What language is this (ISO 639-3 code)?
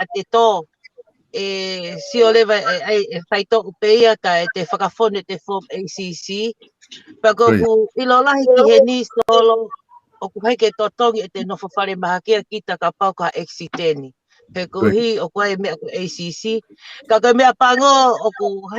ton